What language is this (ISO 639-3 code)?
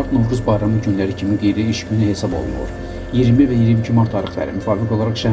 aze